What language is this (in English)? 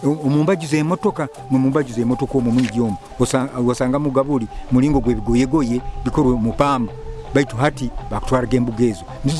Nyoro